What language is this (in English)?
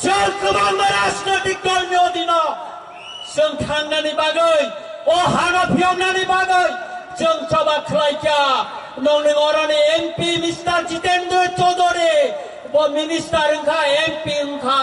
Kok Borok